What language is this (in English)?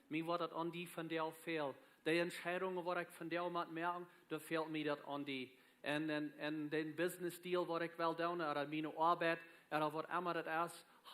Plautdietsch